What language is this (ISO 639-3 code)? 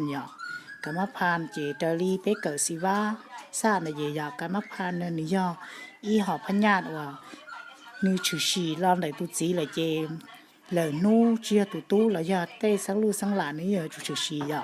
hmn